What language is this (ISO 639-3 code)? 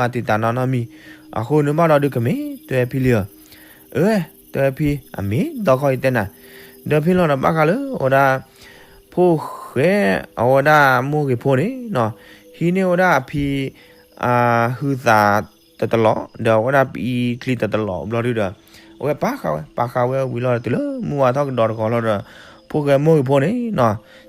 ksw